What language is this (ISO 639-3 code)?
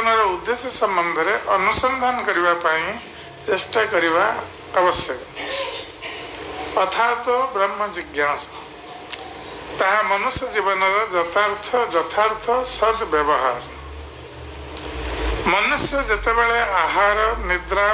ori